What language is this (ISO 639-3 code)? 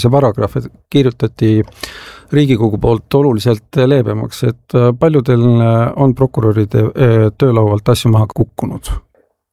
est